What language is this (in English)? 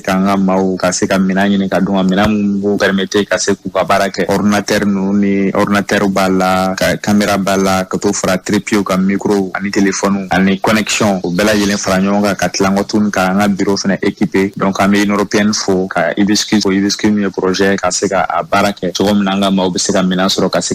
Bambara